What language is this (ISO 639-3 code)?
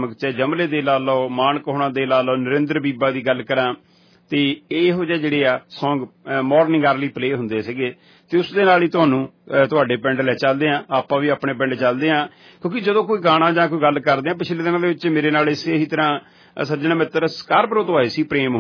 pan